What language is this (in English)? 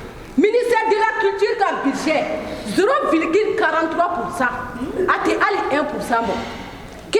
Bambara